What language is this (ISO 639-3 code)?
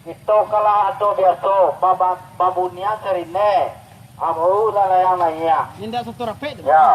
min